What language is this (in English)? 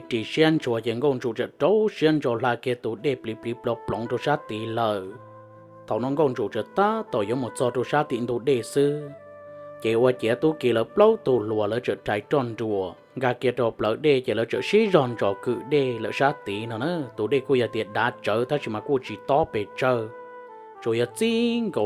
Hmong